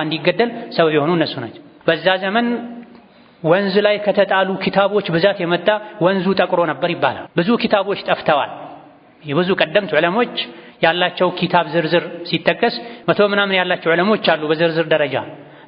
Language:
Amharic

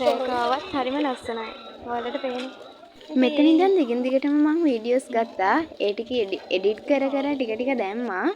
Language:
Sinhala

